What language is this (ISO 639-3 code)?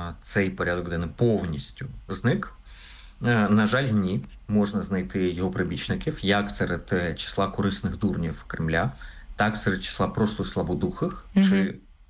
ukr